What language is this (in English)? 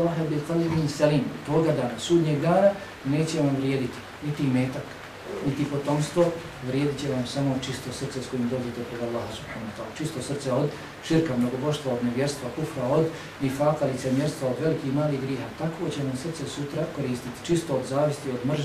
Bosnian